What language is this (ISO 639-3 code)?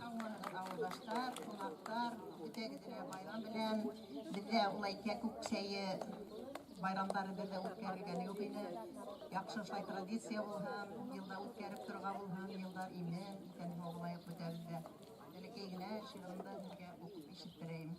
bak